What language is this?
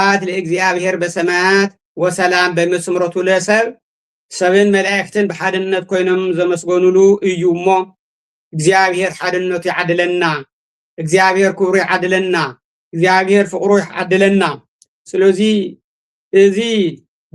Tigrinya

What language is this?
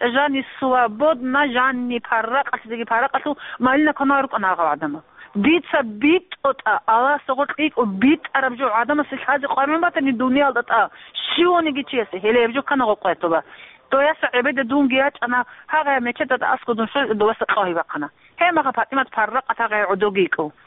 Avaric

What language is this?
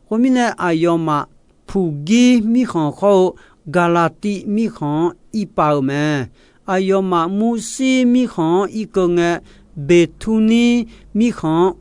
Akha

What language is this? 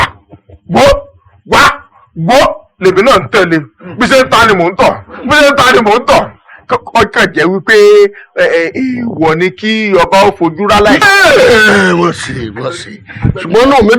Yoruba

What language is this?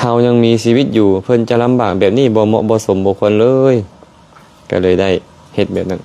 Lao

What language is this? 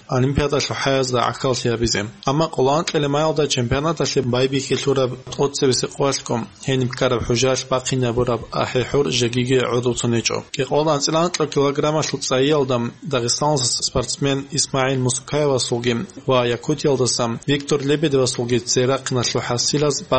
Avaric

